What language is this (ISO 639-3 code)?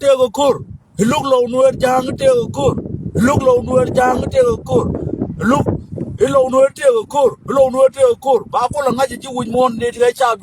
nus